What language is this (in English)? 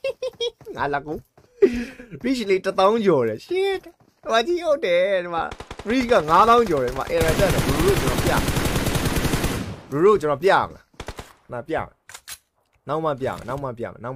Burmese